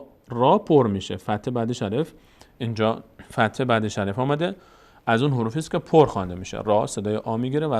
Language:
Persian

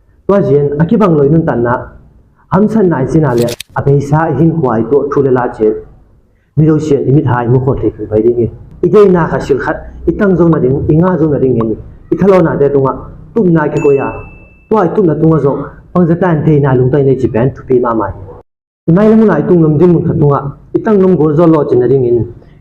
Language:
Tedim Chin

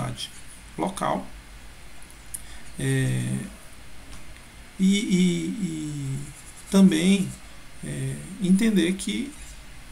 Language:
Portuguese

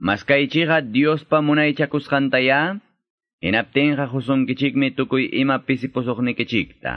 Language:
Quechua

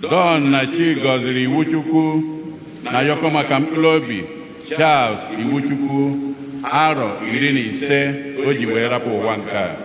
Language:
Igbo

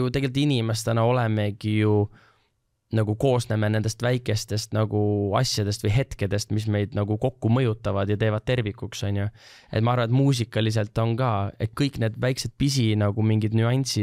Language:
Estonian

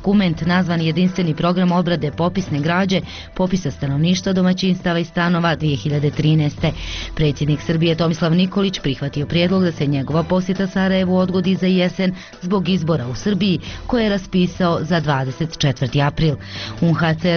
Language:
Bosnian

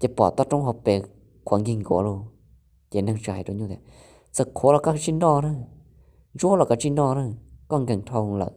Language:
Hmong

